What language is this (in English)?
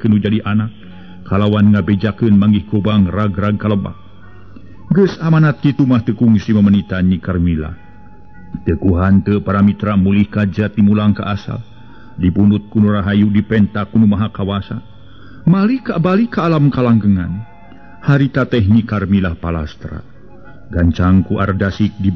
Sundanese